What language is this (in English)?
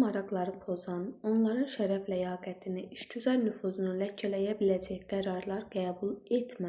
Azerbaijani